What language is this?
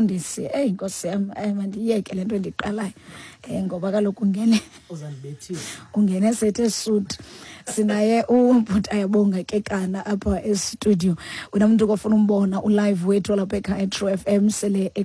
Xhosa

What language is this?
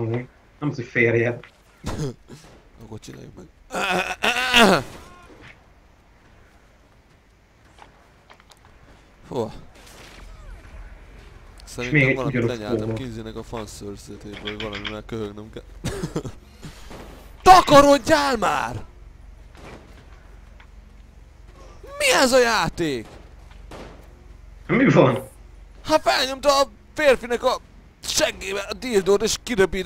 Hungarian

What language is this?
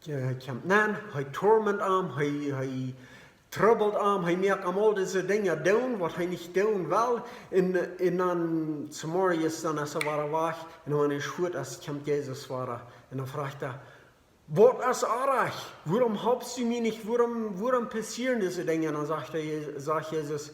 Plautdietsch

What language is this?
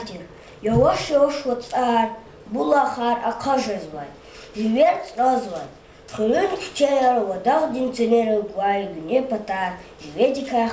Lezghian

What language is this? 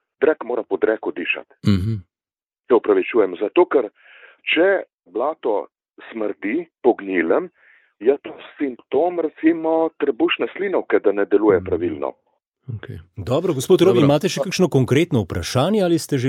Slovenian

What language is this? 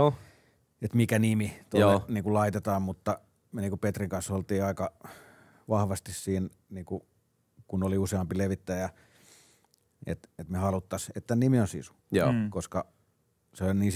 Finnish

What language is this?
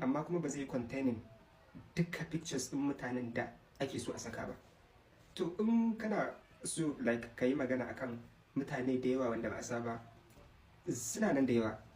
Hausa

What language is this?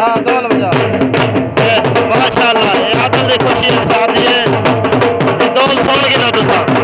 Saraiki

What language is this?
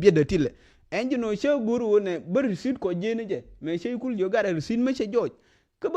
Nuer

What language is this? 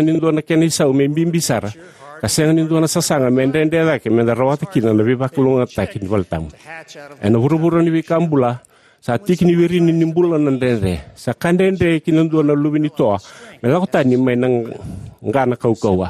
Fijian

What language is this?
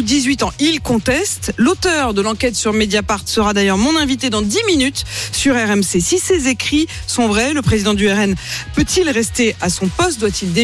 French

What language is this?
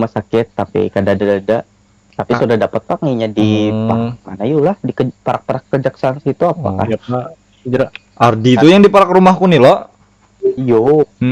Banjar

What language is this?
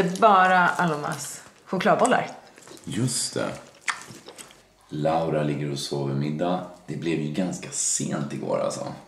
Swedish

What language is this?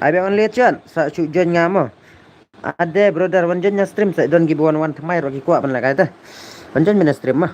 Khasi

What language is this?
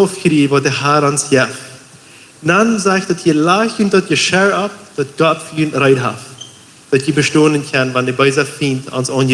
Plautdietsch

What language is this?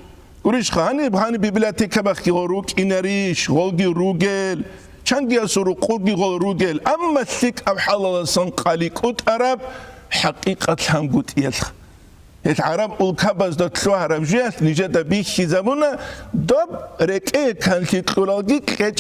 Avaric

